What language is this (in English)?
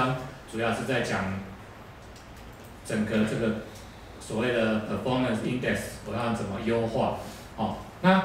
Chinese